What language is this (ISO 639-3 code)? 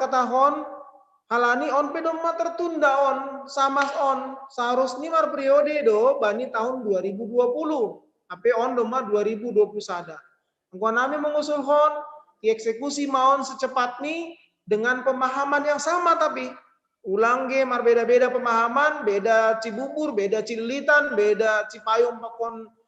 bts